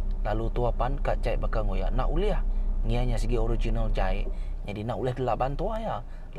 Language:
Iban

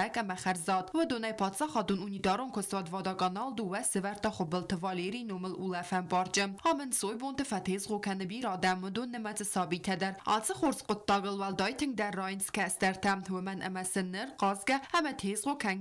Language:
Ossetic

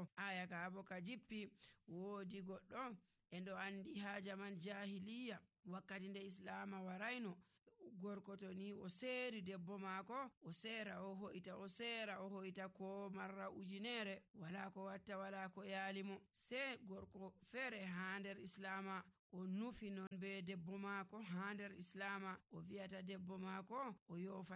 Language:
Nigerian Fulfulde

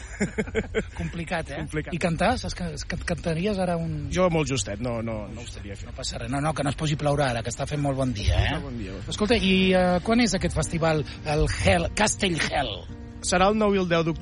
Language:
Catalan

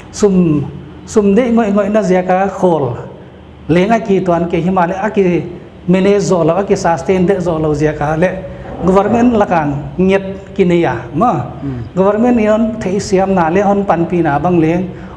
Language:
Paite Chin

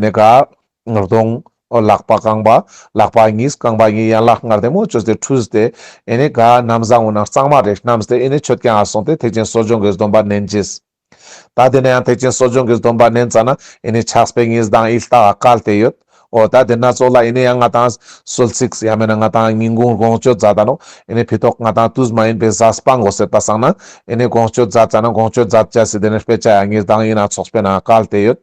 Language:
Ladakhi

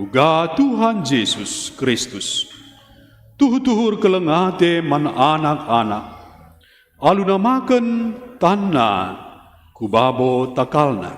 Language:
Batak Karo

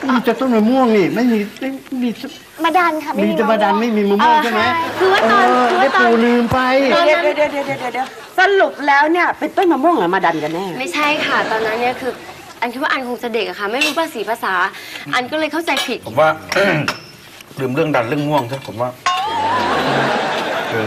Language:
Thai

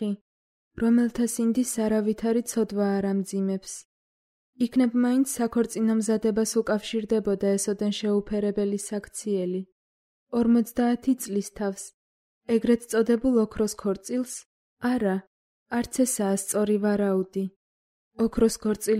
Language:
Georgian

